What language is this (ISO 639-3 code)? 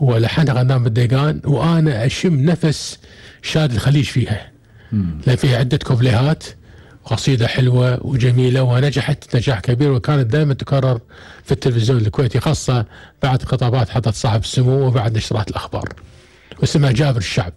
afb